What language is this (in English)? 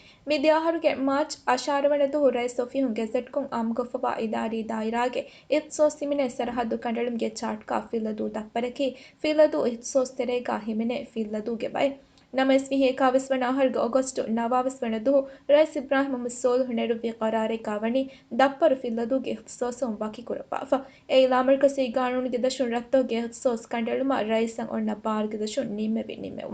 Divehi